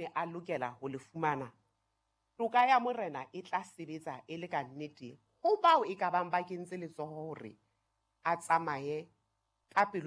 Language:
Southern Sotho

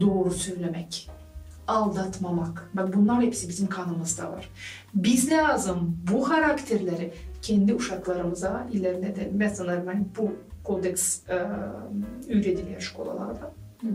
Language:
Gagauz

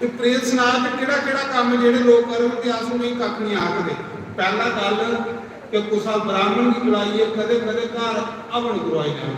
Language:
Dogri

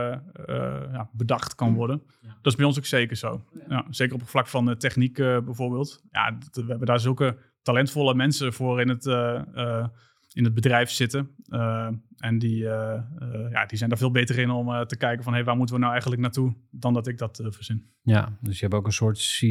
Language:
Dutch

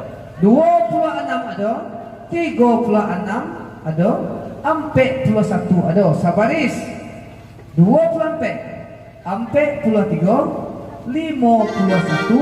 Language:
Minangkabau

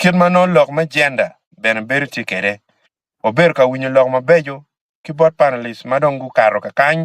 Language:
Acoli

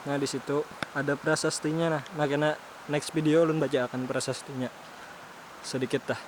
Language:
Banjar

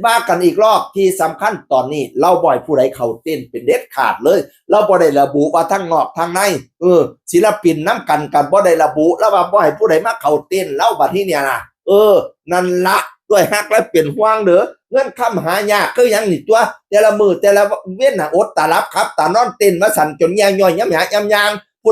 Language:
Northeastern Thai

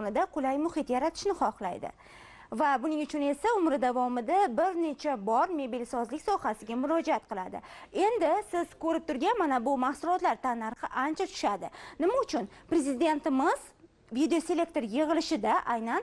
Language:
Uzbek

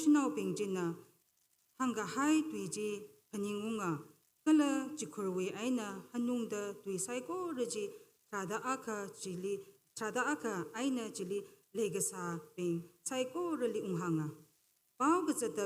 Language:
Tangkhul Naga (India)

